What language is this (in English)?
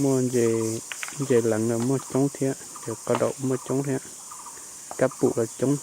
Hmong